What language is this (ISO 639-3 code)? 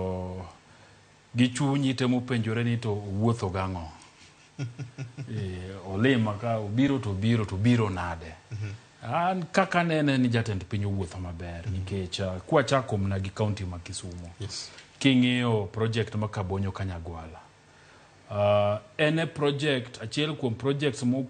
luo